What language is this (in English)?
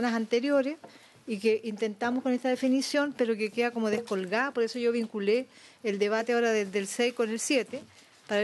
Spanish